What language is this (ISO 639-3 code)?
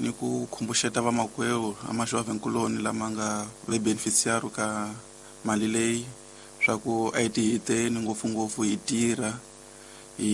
tso